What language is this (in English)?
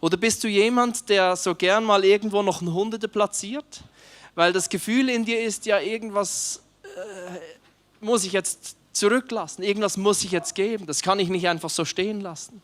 Swiss German